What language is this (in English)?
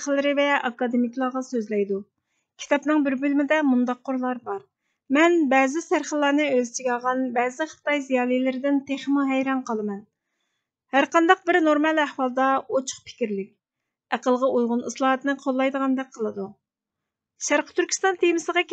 Uyghur